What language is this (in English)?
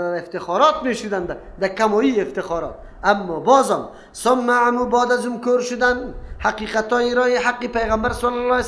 Persian